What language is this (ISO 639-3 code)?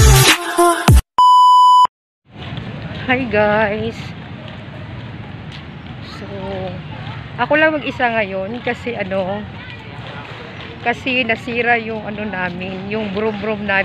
fil